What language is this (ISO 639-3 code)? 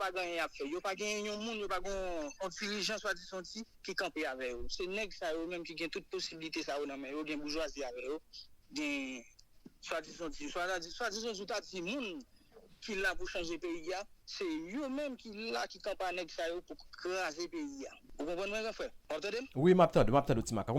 hat